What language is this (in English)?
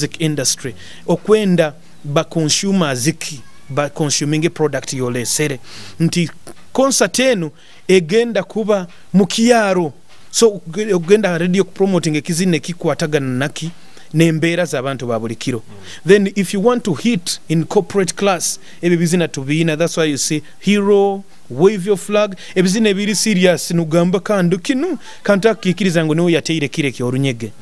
Nyoro